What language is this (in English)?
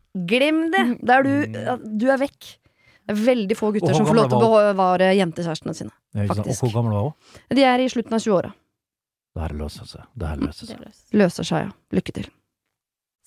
Norwegian